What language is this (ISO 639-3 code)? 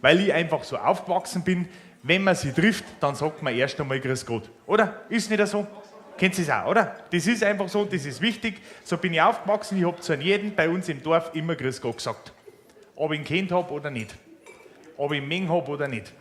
bar